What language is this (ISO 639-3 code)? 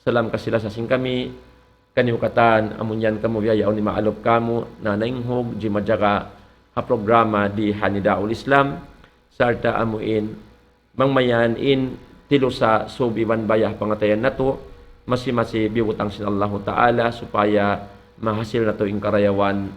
tsg